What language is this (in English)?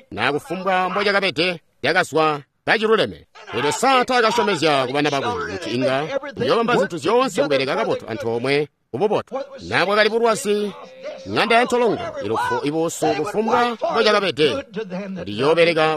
Tonga (Zambia)